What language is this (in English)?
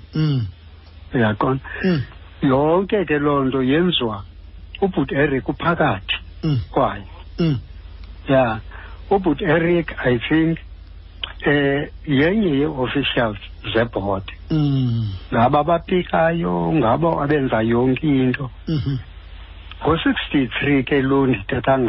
Xhosa